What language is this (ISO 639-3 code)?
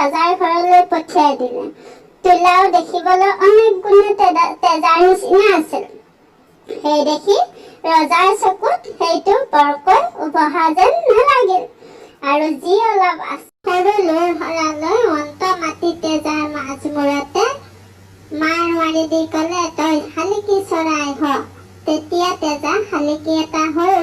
asm